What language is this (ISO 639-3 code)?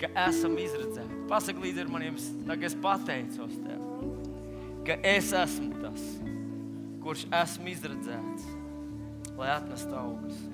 lav